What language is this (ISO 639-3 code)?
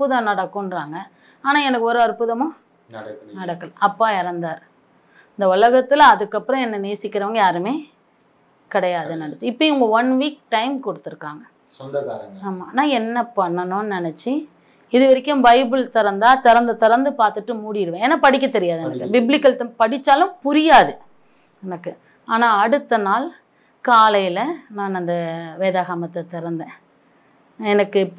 tam